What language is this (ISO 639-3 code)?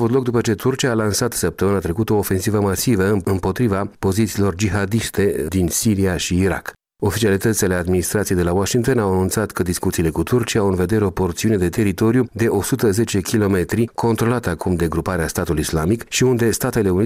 ron